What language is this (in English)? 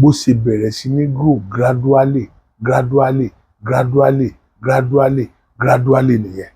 Yoruba